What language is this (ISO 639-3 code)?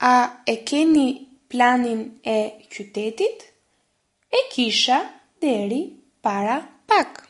sqi